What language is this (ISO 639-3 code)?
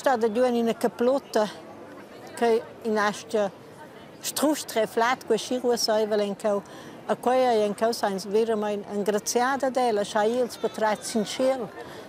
roh